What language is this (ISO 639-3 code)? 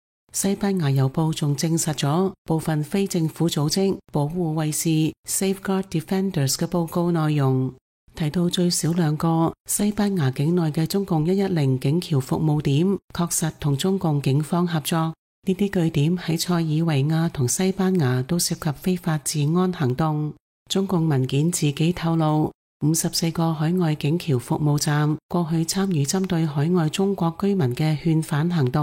yue